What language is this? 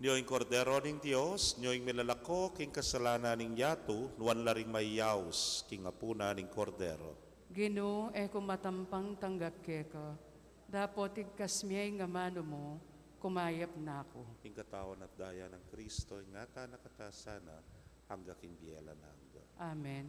Pampanga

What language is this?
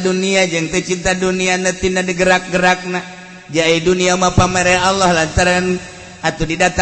Sundanese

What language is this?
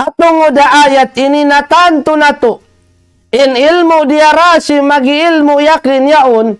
Tausug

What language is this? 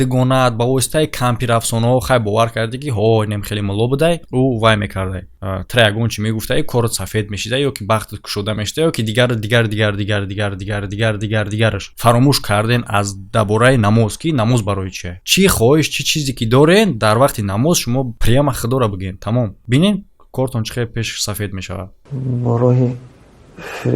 Tajik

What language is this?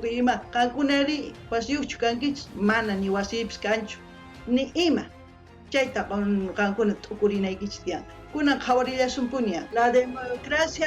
South Bolivian Quechua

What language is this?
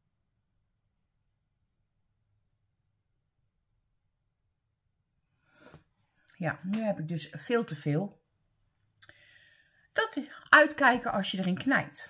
Dutch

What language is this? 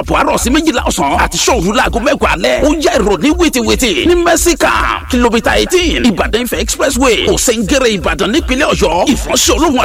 Yoruba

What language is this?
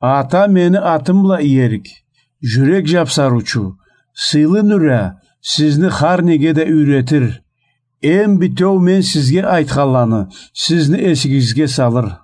Karachay-Balkar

